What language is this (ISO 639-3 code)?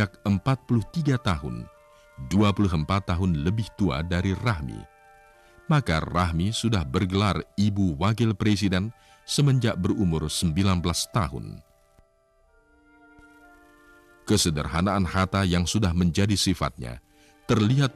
ind